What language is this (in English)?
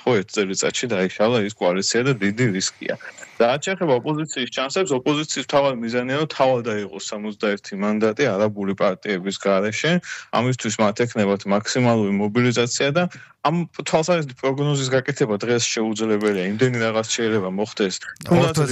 Georgian